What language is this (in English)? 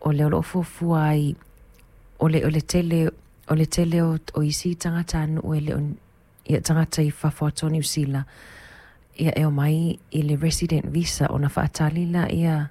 Samoan